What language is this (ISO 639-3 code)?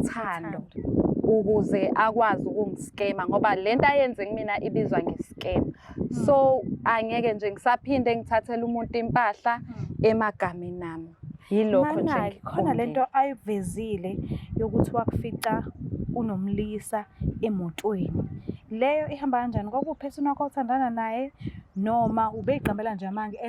zul